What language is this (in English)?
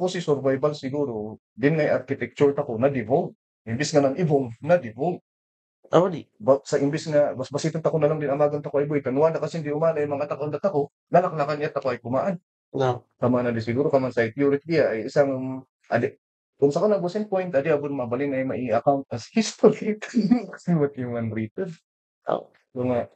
Kankanaey